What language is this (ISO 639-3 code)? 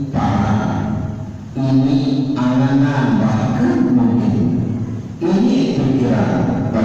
sas